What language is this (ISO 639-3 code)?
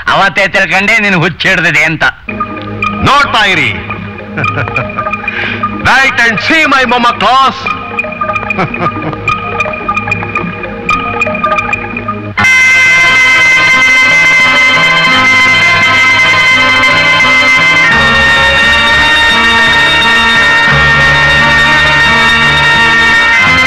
kan